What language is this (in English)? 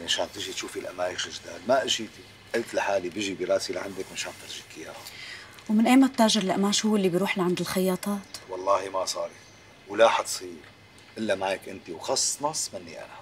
North Levantine Arabic